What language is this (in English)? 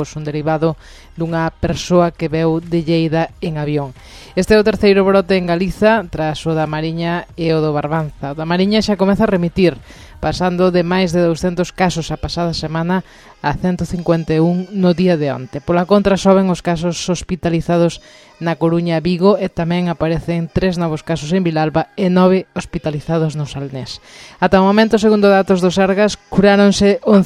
Galician